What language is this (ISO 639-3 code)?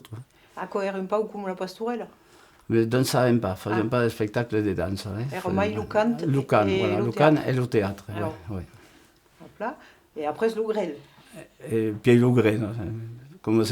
oci